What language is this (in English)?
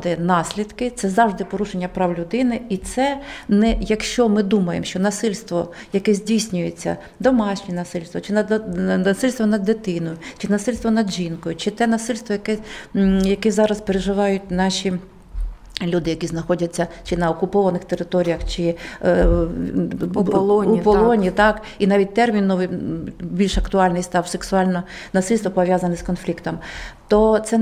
Ukrainian